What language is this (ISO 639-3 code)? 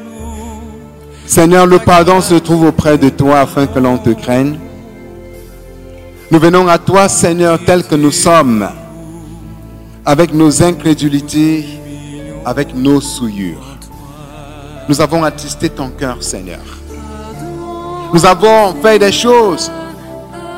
fra